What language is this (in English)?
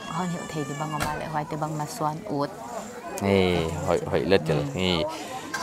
Paite Chin